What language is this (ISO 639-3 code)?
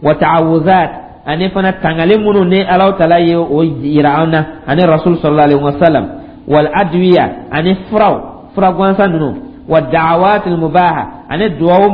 dyu